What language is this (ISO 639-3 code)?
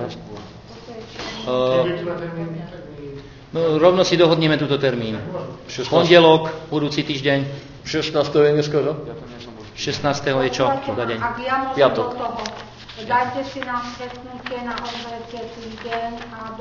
slk